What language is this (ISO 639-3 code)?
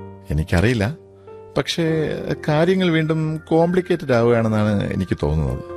mal